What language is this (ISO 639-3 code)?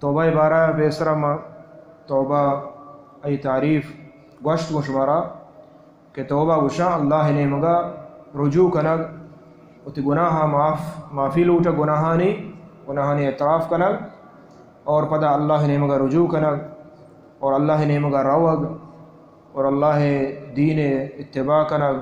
bal